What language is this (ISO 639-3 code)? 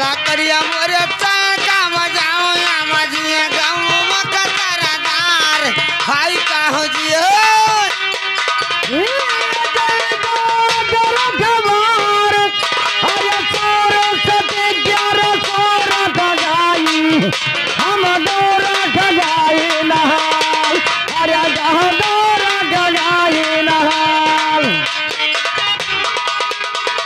bho